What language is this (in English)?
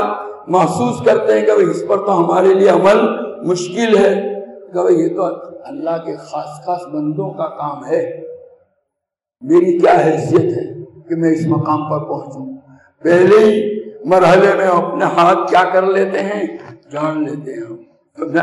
Urdu